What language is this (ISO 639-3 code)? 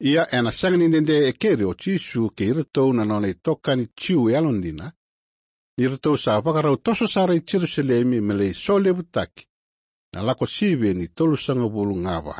fij